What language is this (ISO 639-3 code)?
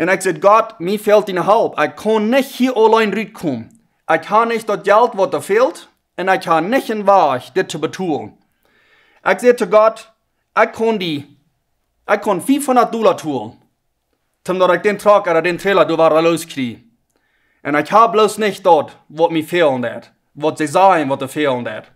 pdt